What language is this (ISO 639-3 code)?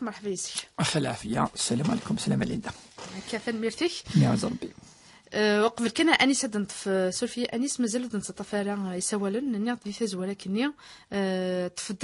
kab